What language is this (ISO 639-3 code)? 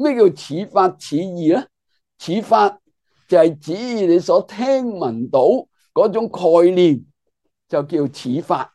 yue